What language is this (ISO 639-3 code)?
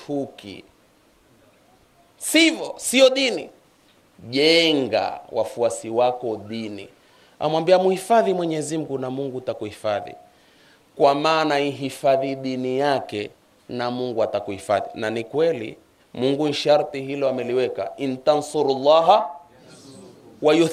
swa